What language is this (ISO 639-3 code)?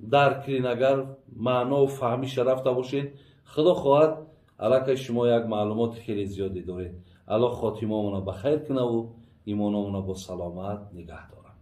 tgk